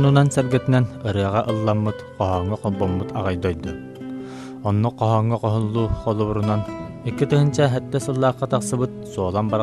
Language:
Yakut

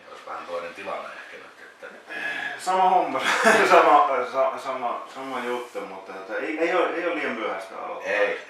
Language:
Finnish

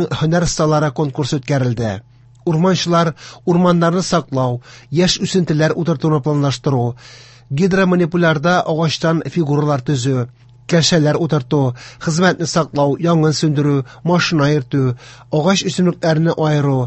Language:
Tatar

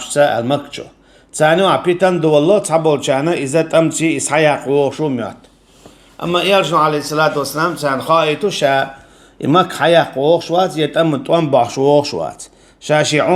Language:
Chechen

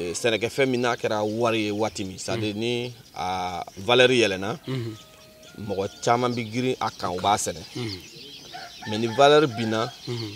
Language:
Bambara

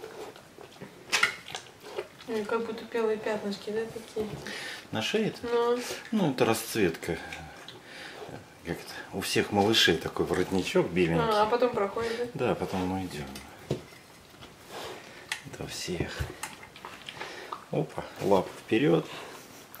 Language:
Russian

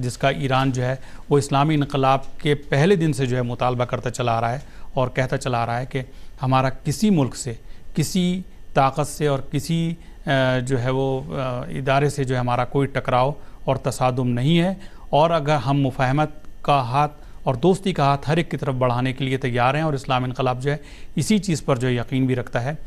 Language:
Urdu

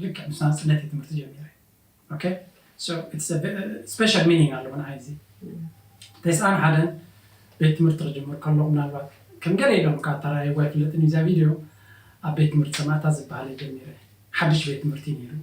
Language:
Tigrinya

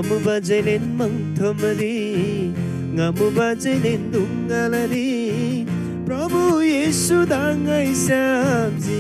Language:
Eastern Tamang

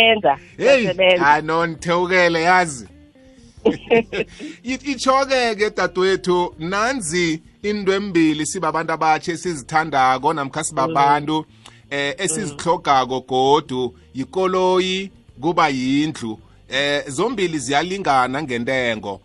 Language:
South Ndebele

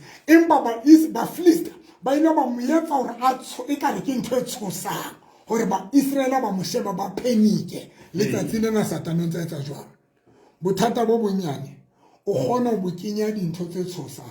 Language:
Southern Sotho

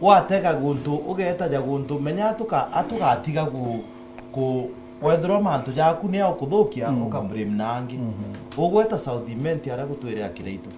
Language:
Meru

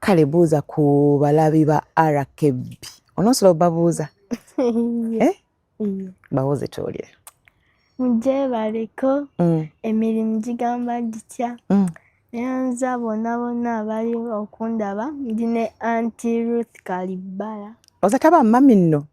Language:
Ganda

